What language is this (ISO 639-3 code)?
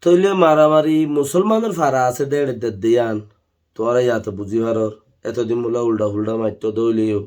rhg